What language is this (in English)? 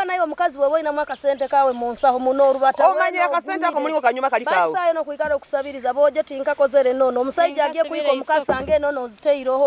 Nyoro